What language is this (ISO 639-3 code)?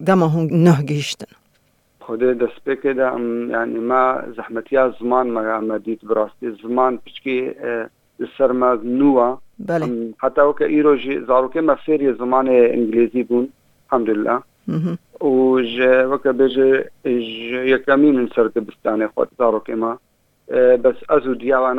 kur